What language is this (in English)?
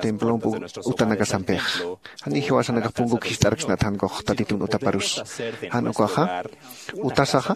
Aymara